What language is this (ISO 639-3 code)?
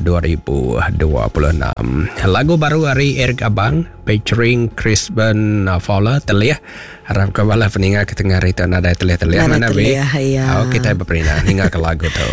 iba